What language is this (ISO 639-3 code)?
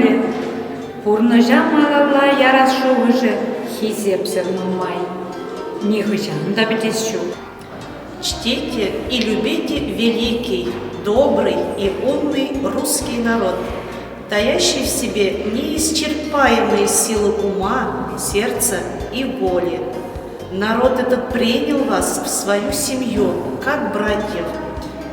chv